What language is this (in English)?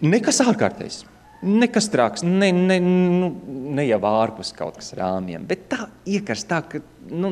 Latvian